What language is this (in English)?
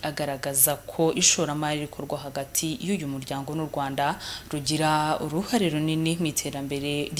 Kinyarwanda